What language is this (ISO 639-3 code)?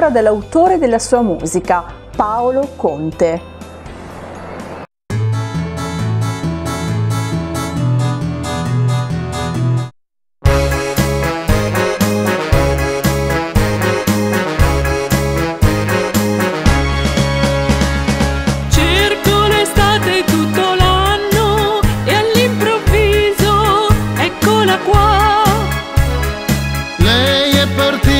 ita